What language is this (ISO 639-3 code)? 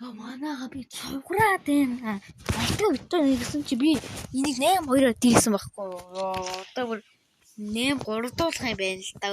mon